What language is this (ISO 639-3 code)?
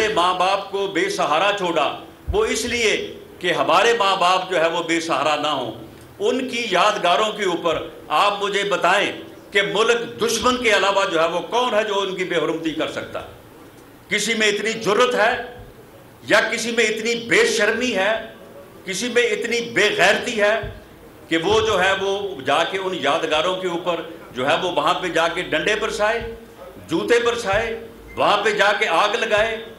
urd